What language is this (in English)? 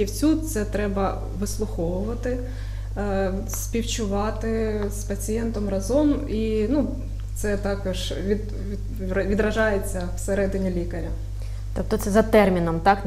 Ukrainian